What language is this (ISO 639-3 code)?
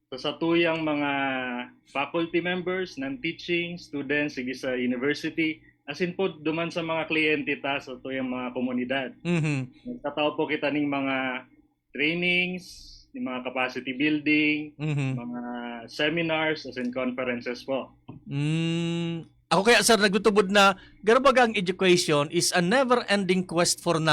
bik